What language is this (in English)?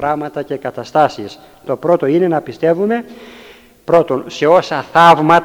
Greek